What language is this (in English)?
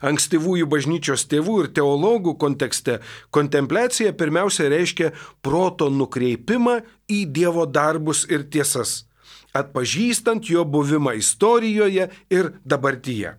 Lithuanian